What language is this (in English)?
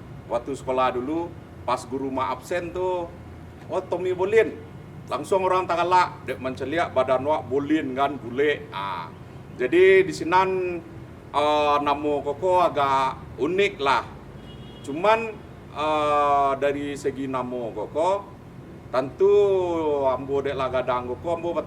Minangkabau